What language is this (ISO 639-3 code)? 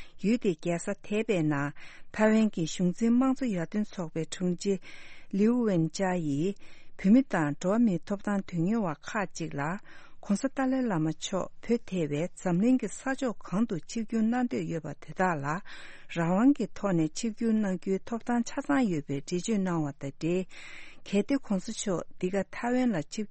bod